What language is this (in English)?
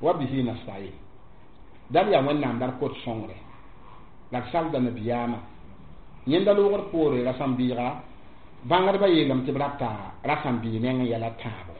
Mossi